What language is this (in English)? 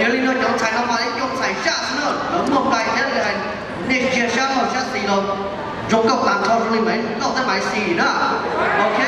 Hmong